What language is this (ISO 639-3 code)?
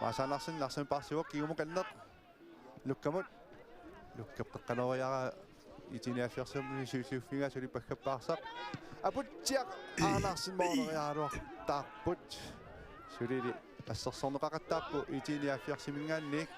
kal